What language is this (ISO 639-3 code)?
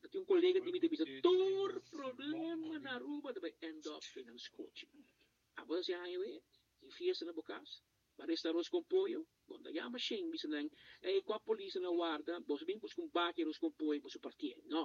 pap